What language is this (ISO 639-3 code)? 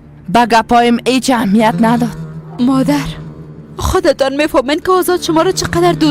fas